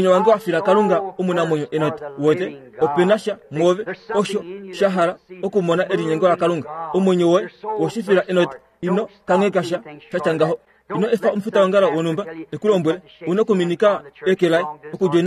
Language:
Kuanyama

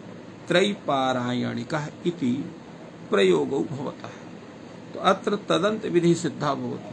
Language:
Sanskrit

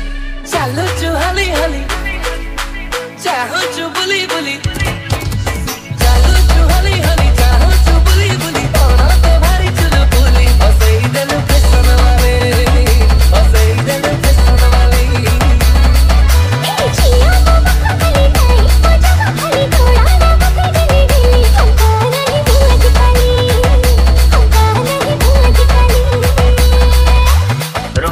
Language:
Bhojpuri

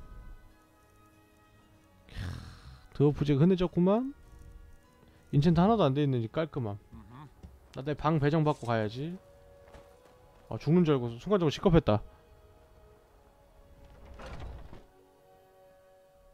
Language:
Korean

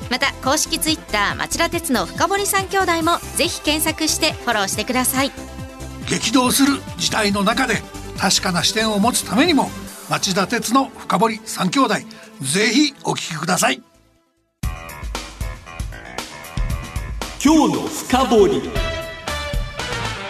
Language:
Japanese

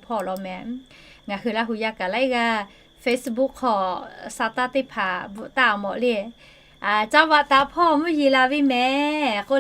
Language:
Lahu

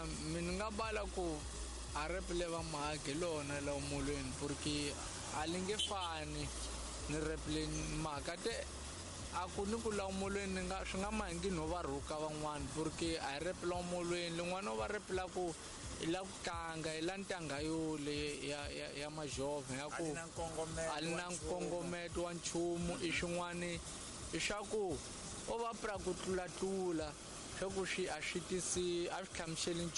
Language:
Tsonga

